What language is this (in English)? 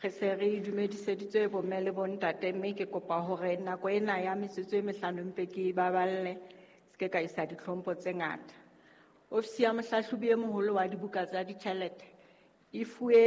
Southern Sotho